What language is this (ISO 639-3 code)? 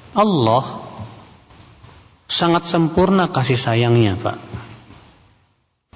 ind